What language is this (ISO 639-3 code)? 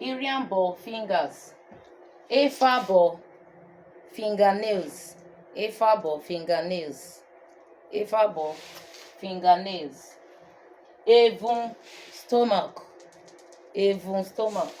urh